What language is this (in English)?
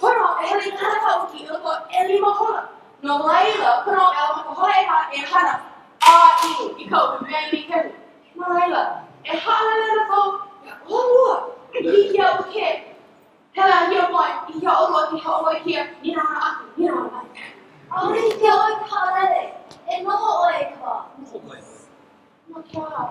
Hawaiian